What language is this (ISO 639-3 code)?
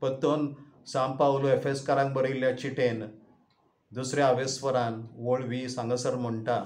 kok